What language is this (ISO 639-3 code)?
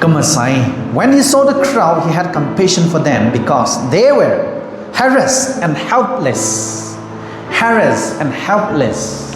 nbu